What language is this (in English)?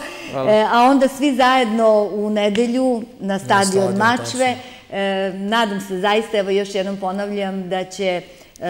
Serbian